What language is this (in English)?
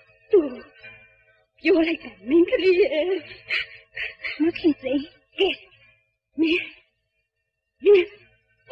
Burmese